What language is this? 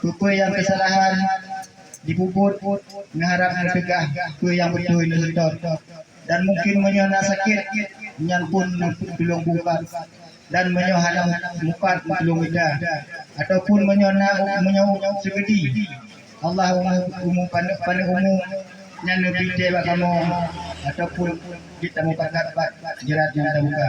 Achinese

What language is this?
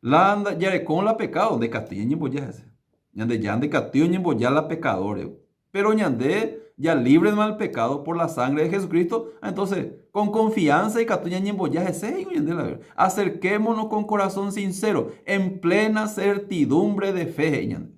Guarani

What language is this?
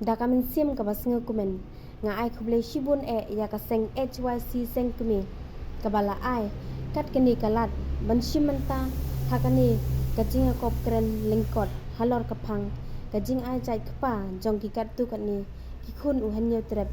Khasi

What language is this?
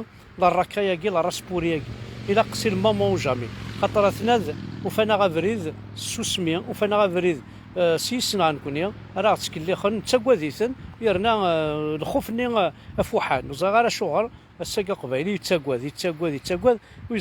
Kabyle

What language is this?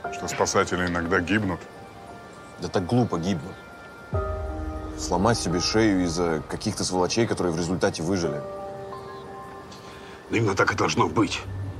Russian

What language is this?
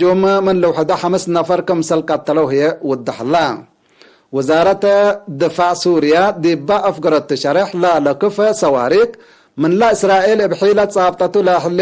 Tigre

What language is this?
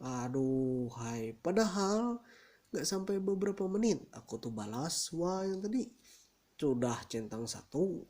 Ma'anyan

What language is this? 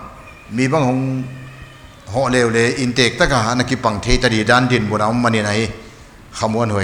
Paite Chin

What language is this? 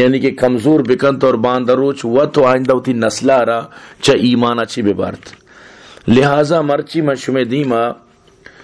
Baluchi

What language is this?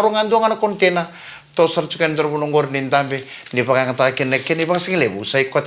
Fijian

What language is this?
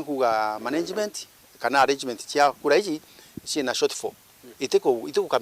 Meru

